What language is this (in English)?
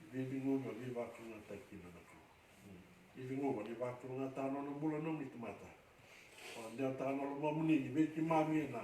Fijian